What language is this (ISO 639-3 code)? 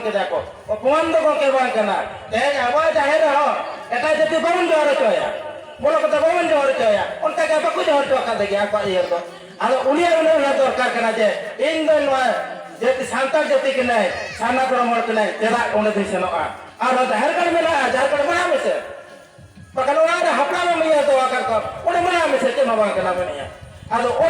sat